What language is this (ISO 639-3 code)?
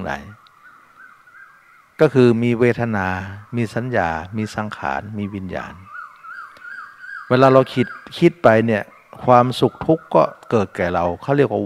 tha